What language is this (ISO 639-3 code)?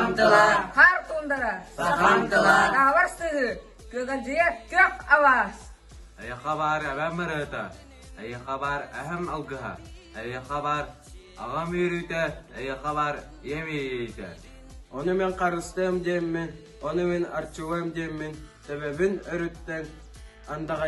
sah